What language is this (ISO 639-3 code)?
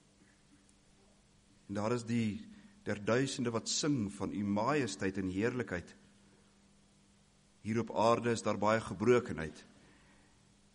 afr